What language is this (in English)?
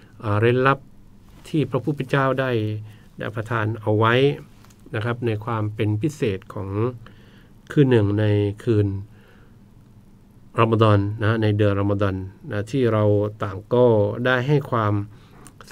Thai